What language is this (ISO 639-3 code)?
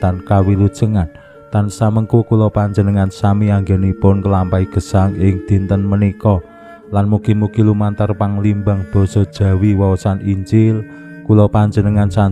jav